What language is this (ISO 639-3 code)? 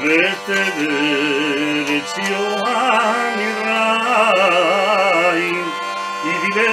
lad